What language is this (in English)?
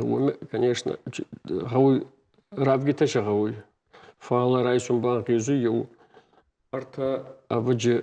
Ossetic